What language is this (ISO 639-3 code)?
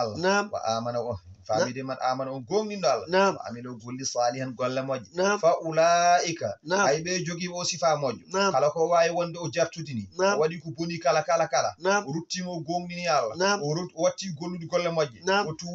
ful